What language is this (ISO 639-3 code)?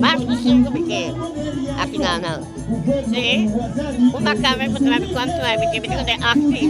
pap